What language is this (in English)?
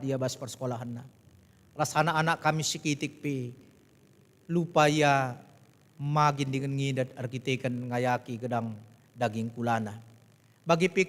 Batak Karo